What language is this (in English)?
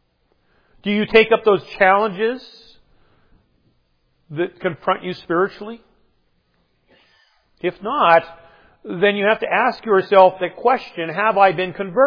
English